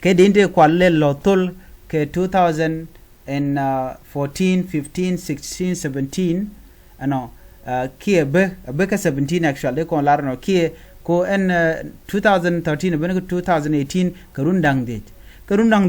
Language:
Nuer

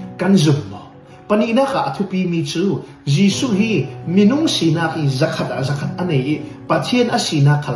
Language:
Falam Chin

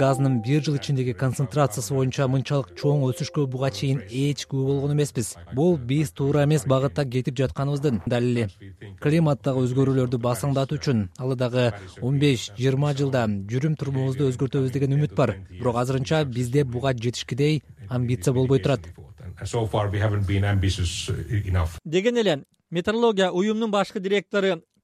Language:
Kyrgyz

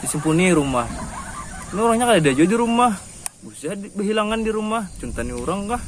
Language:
Banjar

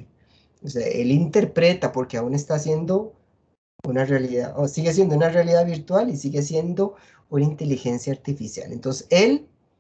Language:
Spanish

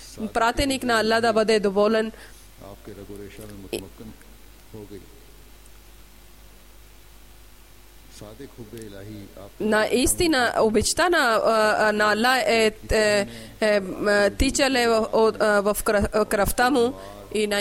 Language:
Bulgarian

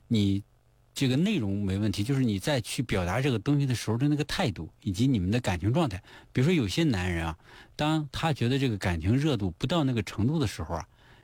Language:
Chinese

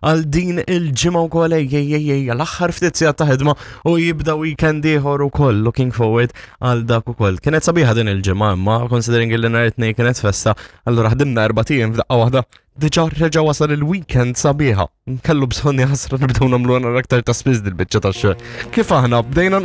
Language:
Maltese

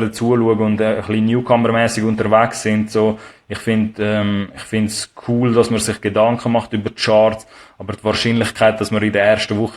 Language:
Swiss German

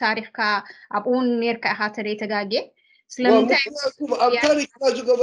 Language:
Tigrinya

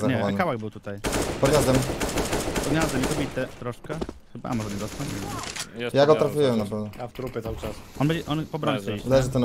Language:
Polish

